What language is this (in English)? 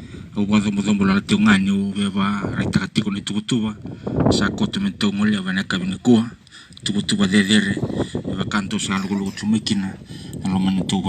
Fijian